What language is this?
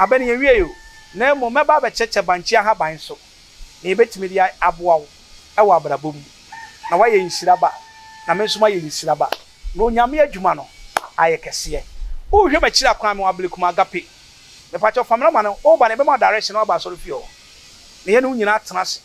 Akan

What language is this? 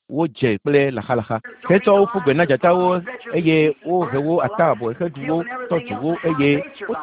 Ewe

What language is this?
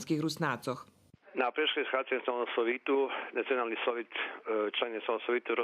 Rusyn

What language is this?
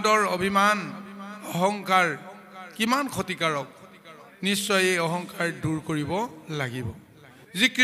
Assamese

